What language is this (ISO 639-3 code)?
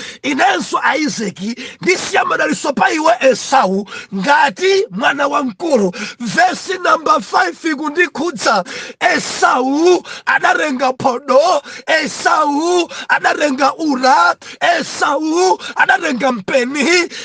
nya